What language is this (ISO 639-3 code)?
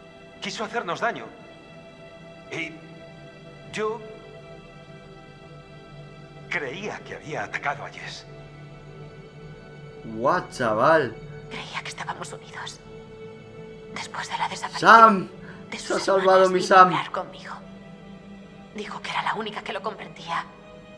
spa